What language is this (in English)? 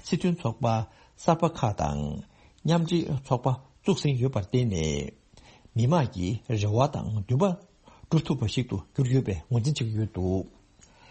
Tibetan